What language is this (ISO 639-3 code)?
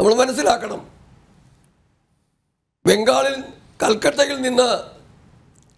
mal